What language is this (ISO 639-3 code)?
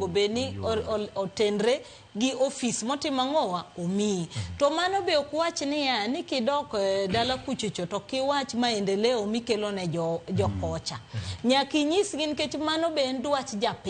luo